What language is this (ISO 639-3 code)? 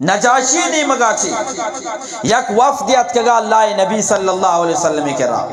bgp